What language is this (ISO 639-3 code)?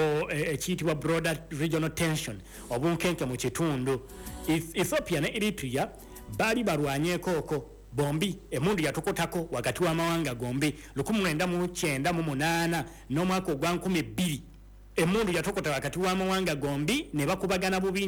lug